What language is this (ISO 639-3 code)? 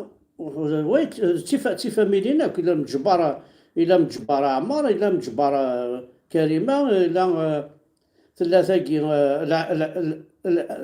kab